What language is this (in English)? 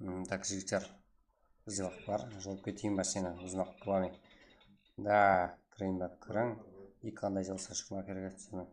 Kara-Kalpak